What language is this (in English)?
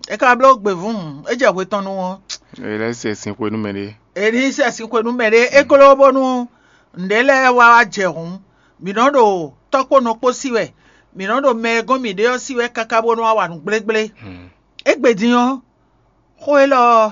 Fon